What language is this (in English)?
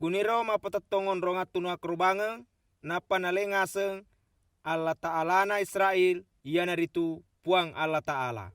Buginese